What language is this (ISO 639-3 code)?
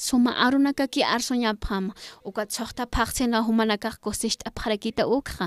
aym